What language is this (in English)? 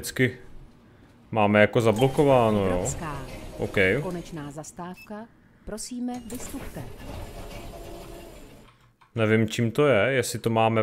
Czech